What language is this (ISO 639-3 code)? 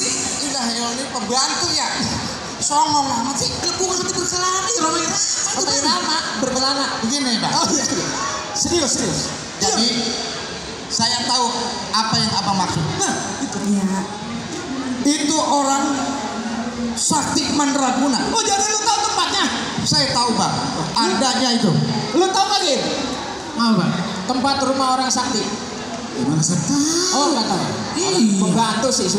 bew